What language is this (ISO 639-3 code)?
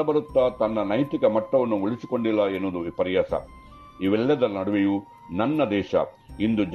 kan